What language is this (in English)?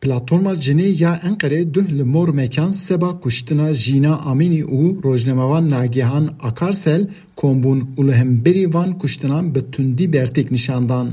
Kurdish